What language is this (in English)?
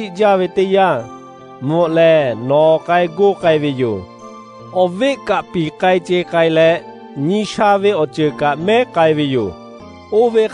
Lahu